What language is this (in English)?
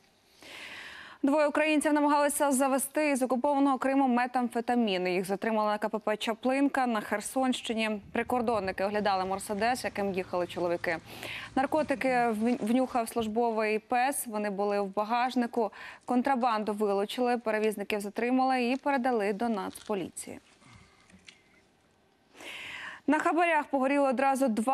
Ukrainian